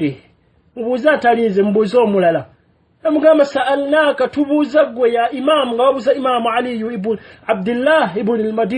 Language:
Ganda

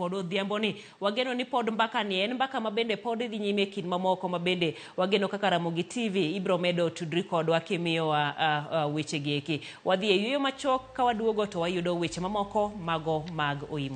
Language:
Luo (Kenya and Tanzania)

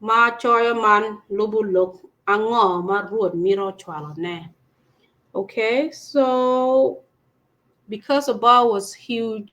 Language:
Acoli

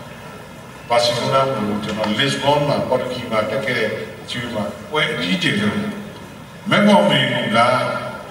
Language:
Burmese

